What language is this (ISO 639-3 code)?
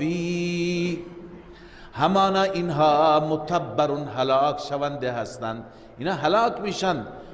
fas